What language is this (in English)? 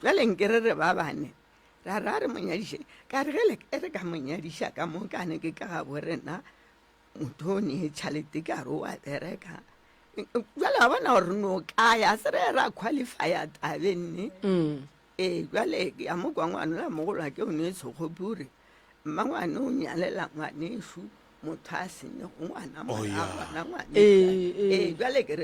Northern Sotho